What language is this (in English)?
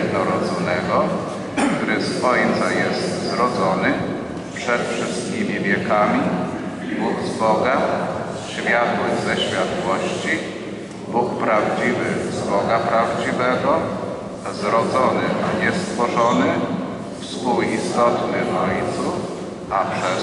Polish